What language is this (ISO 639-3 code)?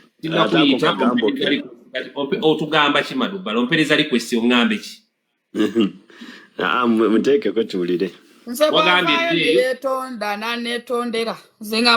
lug